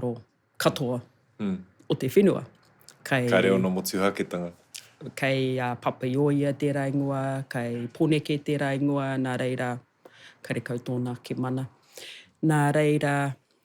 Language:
Māori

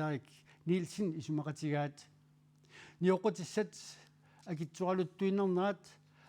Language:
Kalaallisut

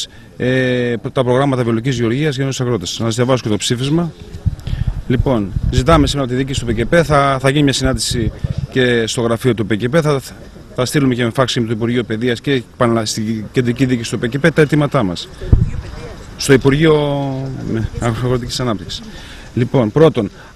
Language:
Greek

